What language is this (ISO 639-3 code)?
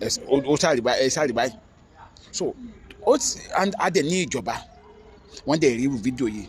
yor